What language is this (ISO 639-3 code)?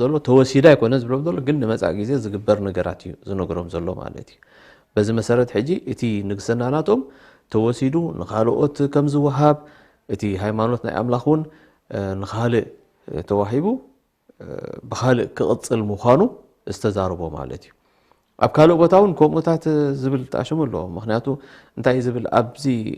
tir